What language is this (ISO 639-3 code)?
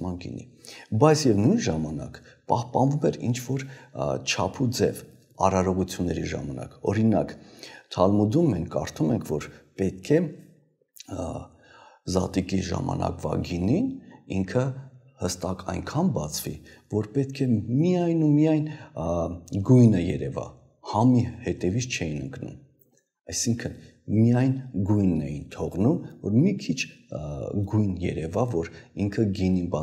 hye